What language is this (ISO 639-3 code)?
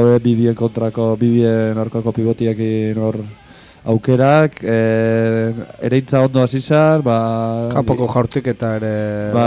eus